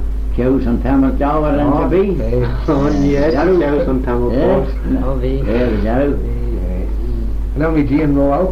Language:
Manx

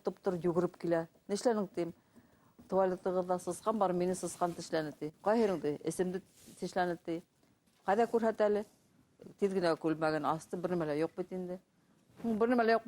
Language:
Bashkir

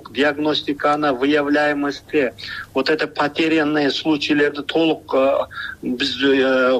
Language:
Kyrgyz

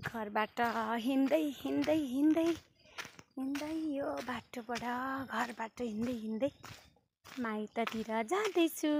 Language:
Nepali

